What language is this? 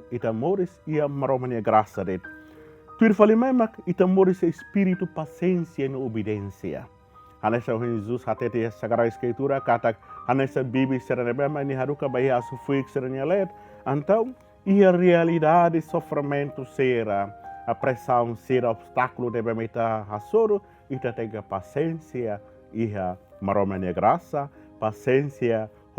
Tetum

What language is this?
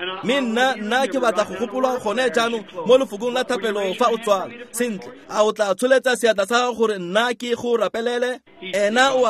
Tswana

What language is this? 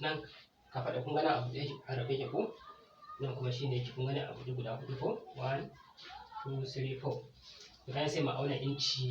Hausa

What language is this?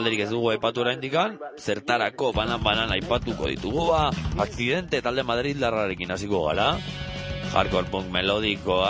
Basque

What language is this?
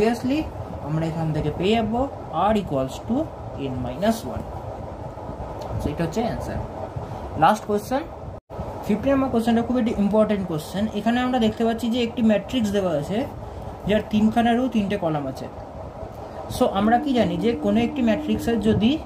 Bangla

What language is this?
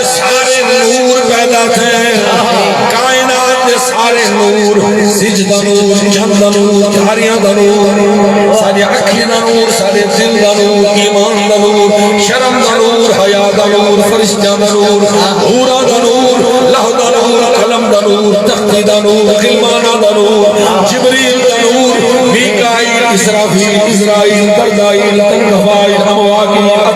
Saraiki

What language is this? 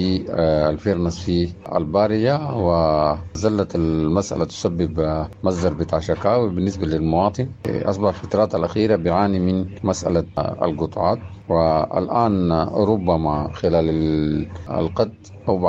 Sudanese Arabic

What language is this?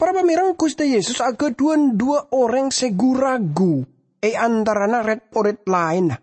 Madurese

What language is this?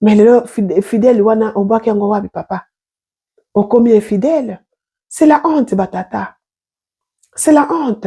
Lingala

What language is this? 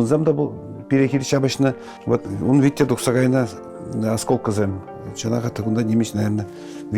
Chuvash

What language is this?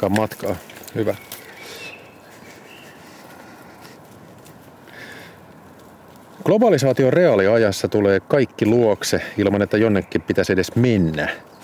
Finnish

